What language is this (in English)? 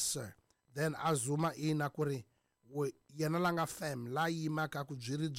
Tsonga